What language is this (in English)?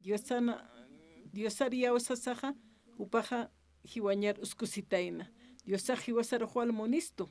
Aymara